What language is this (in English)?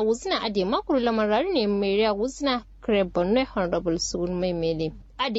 Kanuri